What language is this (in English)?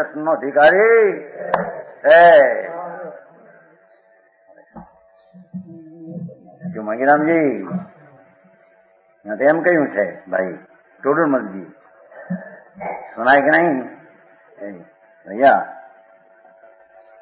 Gujarati